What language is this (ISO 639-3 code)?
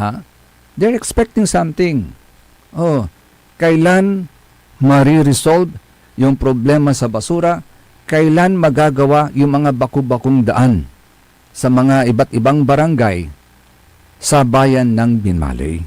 pag